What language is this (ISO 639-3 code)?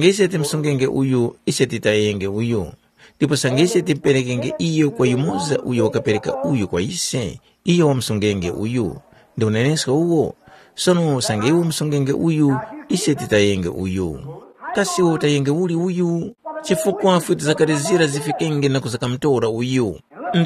tum